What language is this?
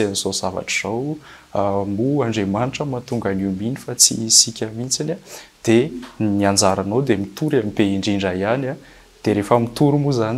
Malagasy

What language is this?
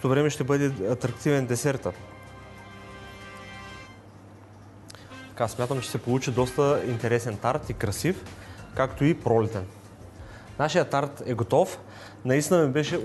Bulgarian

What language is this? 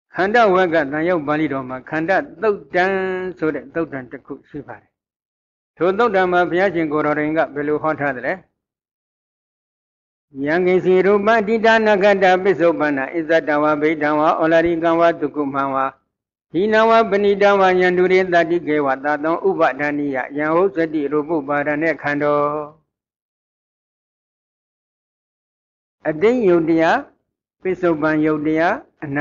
Burmese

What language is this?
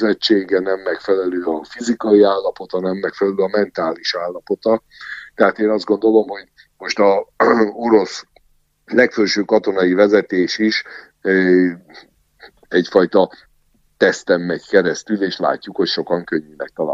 Hungarian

